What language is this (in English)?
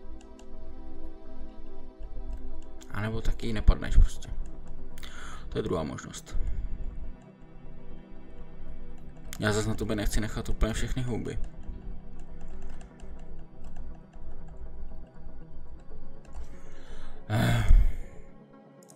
Czech